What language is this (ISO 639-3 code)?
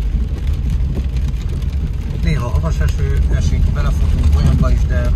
hun